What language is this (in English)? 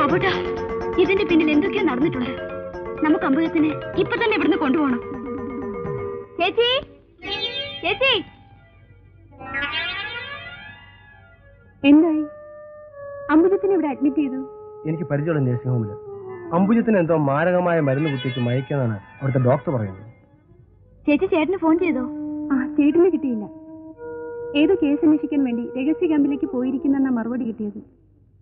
Malayalam